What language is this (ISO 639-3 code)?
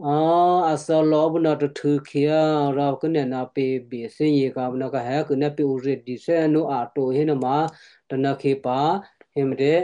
kyu